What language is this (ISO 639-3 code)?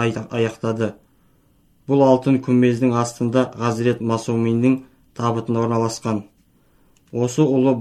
kaz